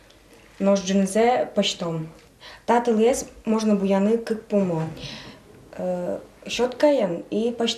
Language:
Udmurt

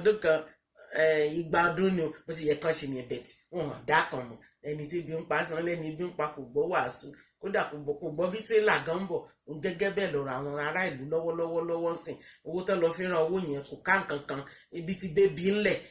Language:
Yoruba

